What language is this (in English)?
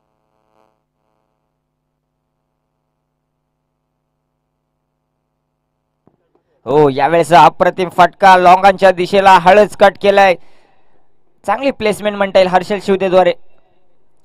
Marathi